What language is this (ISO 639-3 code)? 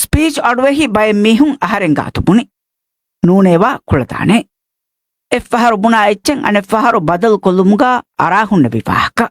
div